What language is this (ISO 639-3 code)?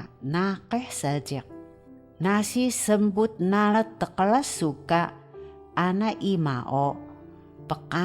trv